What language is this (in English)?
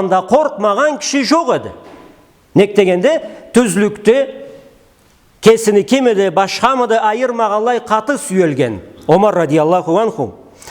Karachay-Balkar